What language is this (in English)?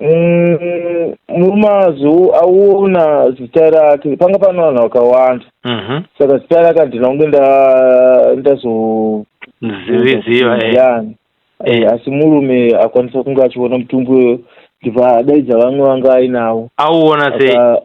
Shona